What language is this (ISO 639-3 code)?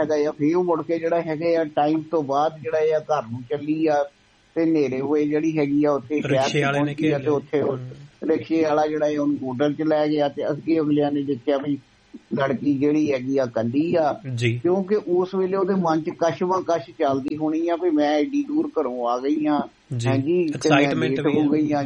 pan